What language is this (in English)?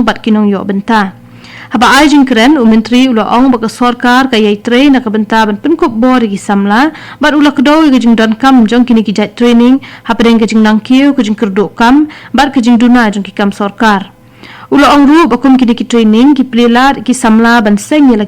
Khasi